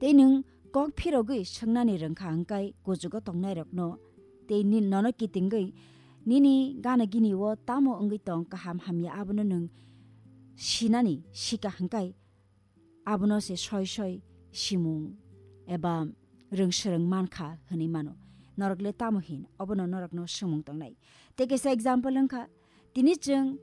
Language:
Kok Borok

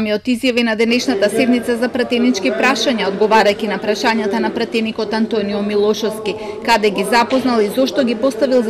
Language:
Macedonian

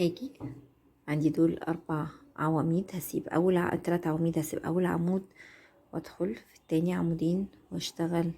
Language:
Egyptian Arabic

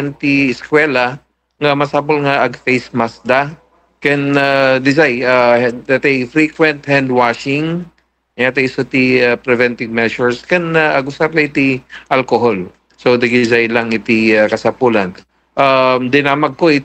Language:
Iloko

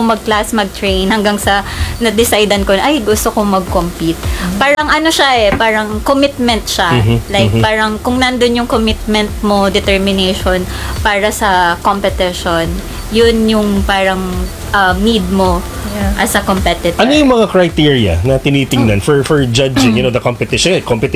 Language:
Filipino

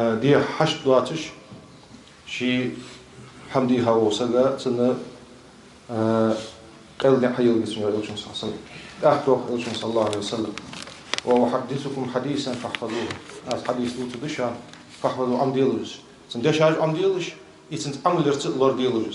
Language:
Ingush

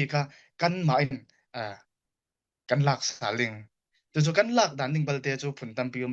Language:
Falam Chin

